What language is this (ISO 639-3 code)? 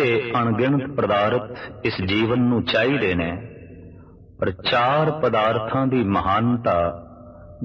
pan